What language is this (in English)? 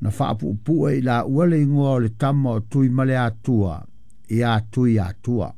Samoan